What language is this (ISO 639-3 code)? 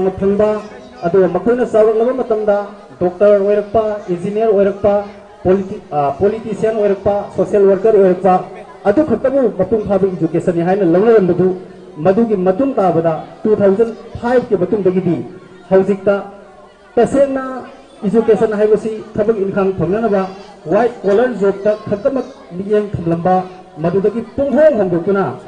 mni